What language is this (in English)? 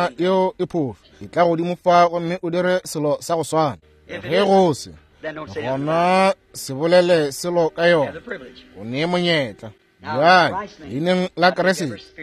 Northern Sotho